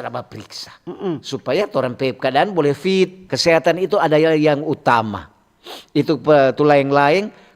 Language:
Manado Malay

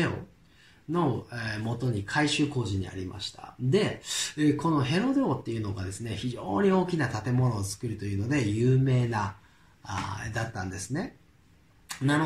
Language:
Japanese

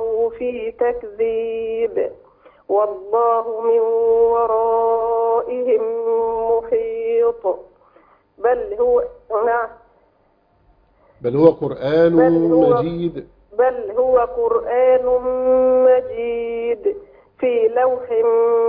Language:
Arabic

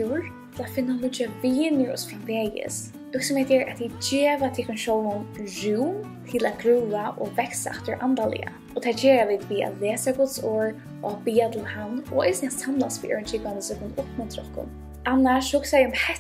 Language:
Faroese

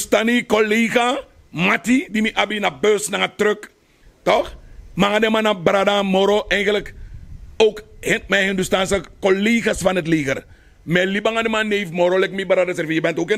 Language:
Sranan Tongo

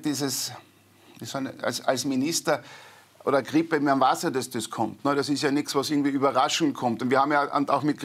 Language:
German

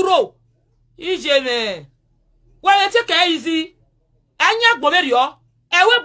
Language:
Nigerian Pidgin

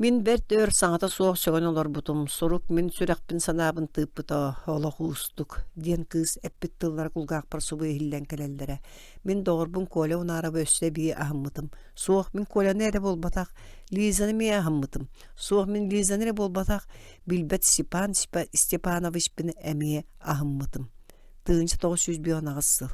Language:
Yakut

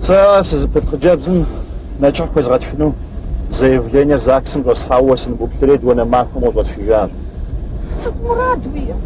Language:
Kabardian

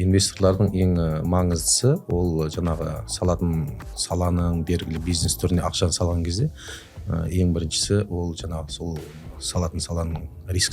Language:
Kazakh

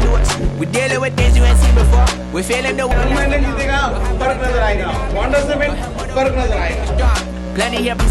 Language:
Dogri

